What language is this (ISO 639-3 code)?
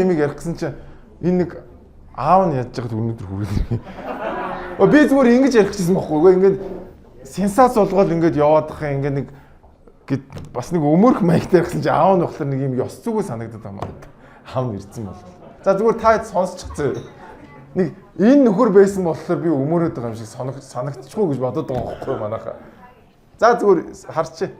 mon